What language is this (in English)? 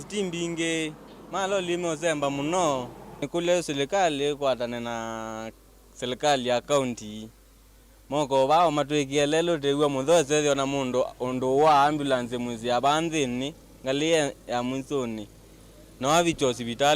Kamba